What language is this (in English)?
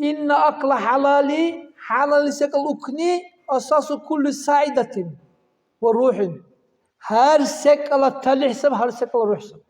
Dargwa